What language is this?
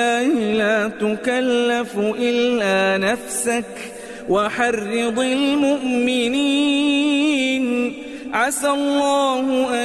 Arabic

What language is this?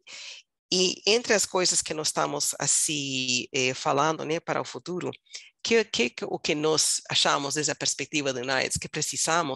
Portuguese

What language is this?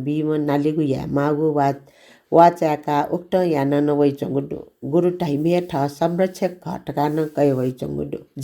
Newari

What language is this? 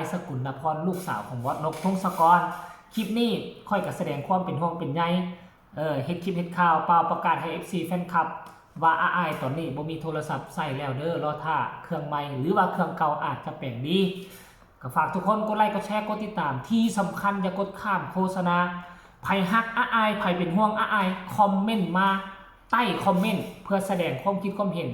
Northeastern Thai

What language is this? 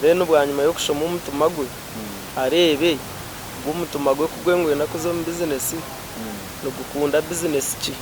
Nyankole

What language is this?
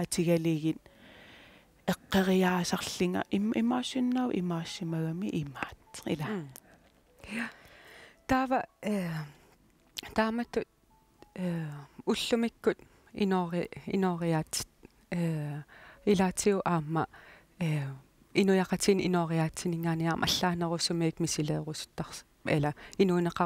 Kalaallisut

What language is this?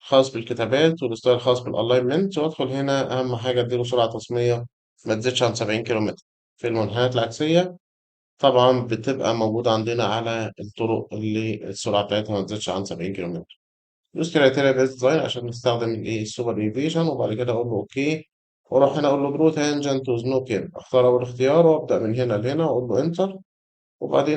Egyptian Arabic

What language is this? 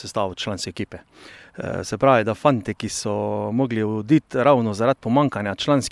Slovenian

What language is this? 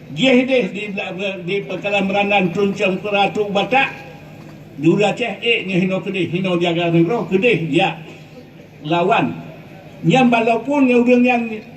Achinese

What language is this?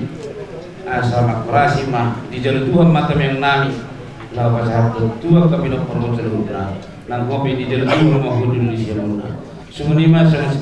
Batak Toba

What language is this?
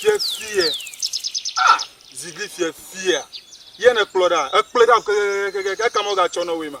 Ewe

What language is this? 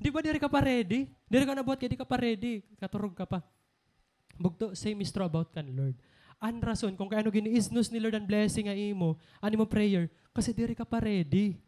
Waray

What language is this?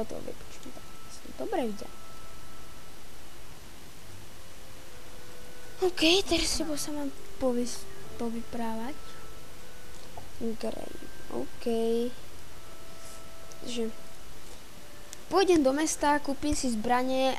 Slovak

